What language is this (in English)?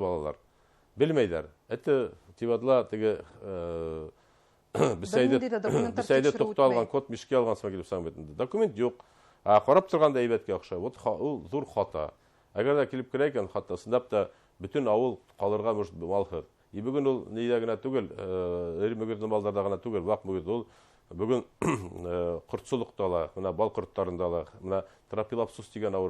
Bashkir